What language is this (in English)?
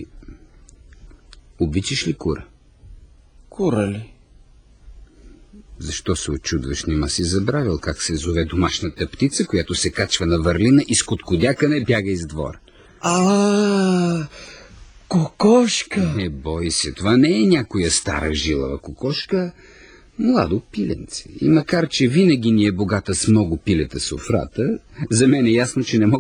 Bulgarian